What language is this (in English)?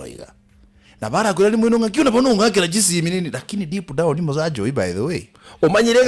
Gusii